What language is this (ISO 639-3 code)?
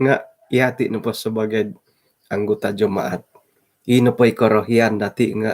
dtp